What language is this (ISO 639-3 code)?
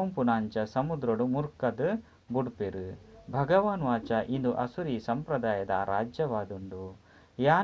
tcy